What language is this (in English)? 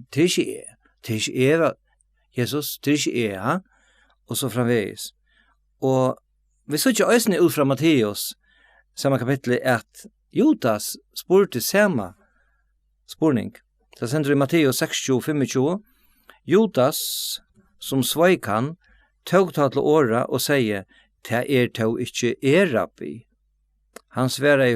Faroese